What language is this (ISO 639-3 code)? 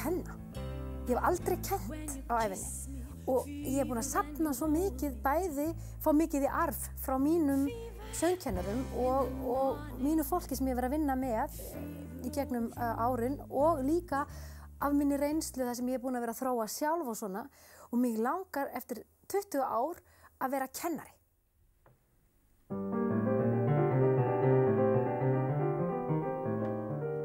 isl